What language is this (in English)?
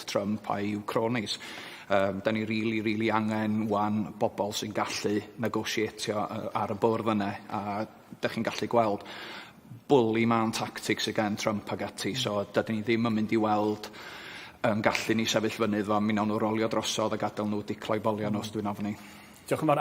Welsh